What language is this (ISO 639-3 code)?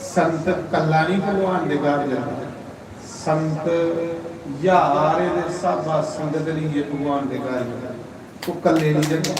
doi